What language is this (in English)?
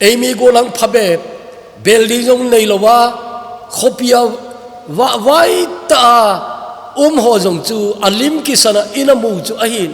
Thado Chin